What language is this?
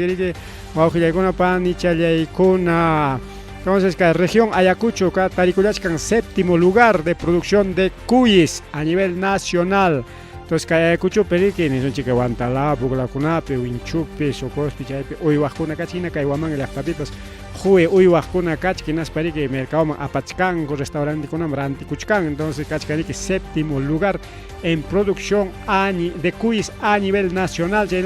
Ayacucho Quechua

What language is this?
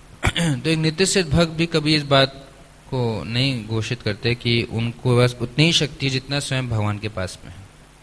Hindi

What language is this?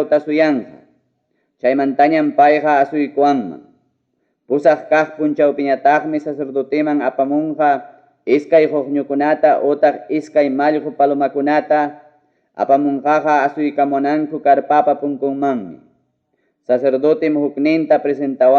Ayacucho Quechua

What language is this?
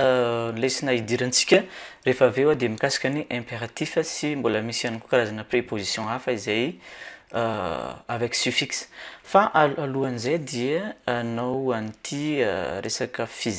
Malagasy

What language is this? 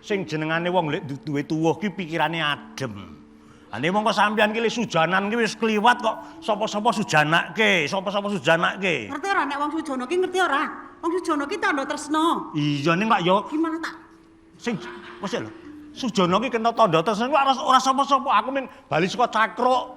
Javanese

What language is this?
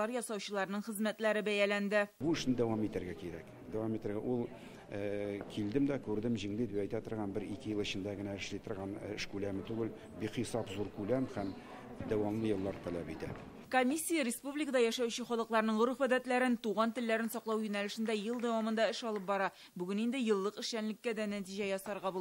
Tatar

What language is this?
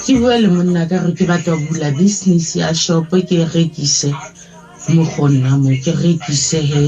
Southern Sotho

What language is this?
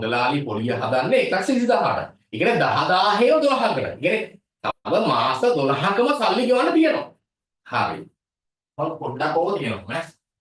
Sinhala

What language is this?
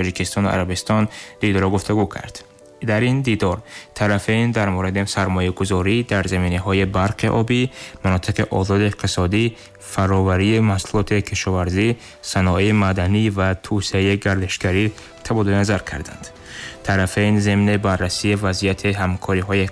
Tajik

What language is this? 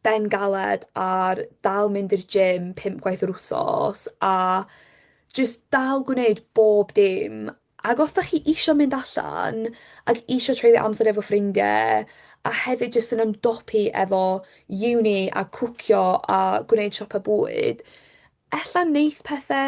Welsh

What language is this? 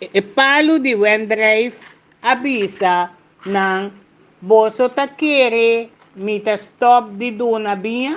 Papiamento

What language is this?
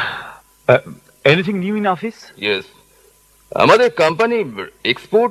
Bangla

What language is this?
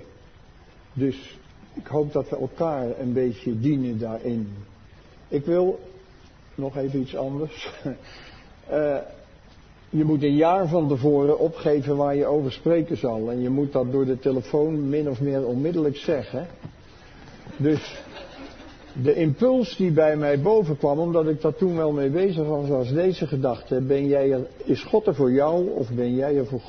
Dutch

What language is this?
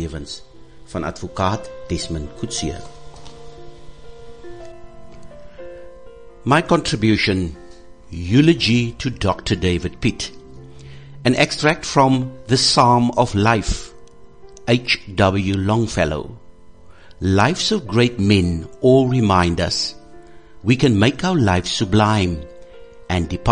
Afrikaans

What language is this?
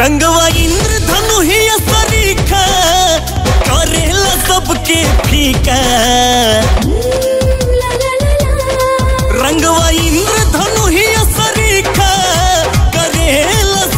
Bhojpuri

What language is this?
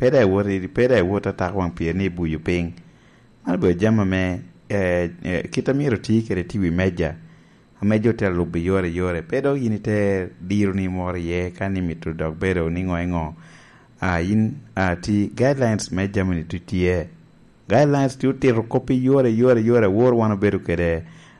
Lango (Uganda)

